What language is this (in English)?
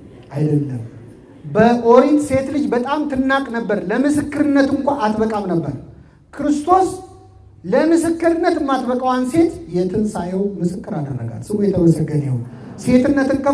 Amharic